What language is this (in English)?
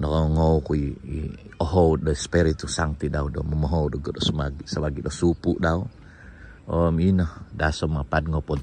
Central Dusun